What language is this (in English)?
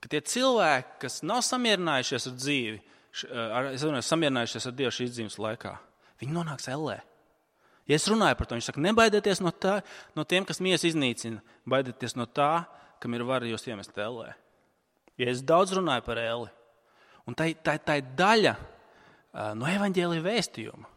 Latvian